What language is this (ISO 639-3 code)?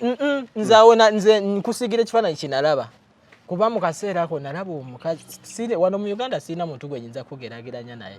lug